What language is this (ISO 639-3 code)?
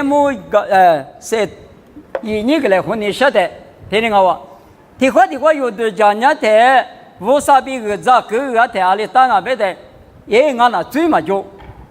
lis